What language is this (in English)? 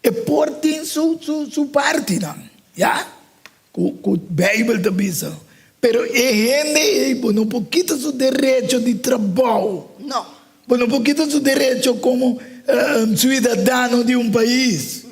Papiamento